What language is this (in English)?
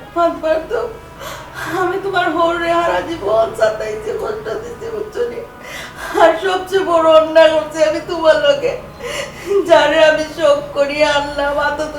Sylheti